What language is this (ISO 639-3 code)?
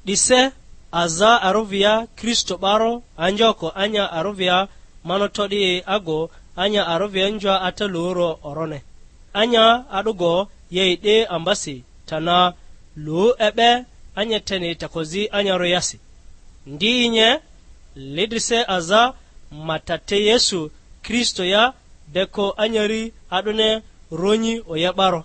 lgg